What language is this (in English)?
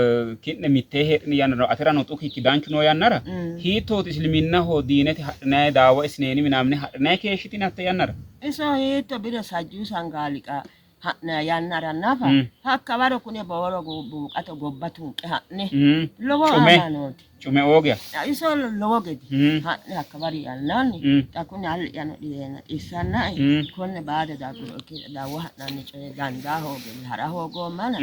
Sidamo